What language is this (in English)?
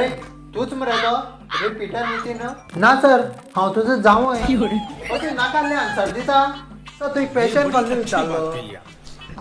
Konkani